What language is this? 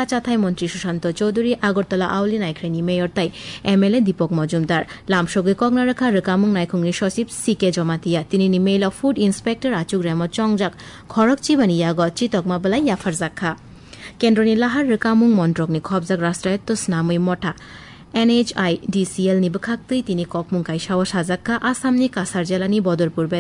Kok Borok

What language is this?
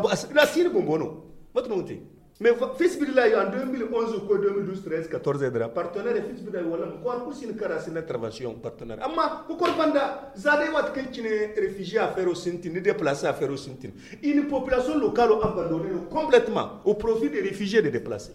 Zarma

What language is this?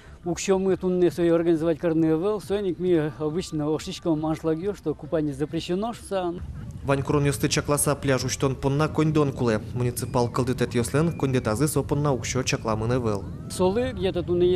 Udmurt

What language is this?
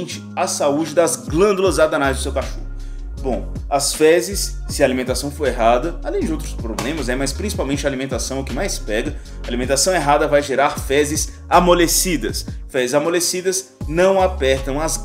Portuguese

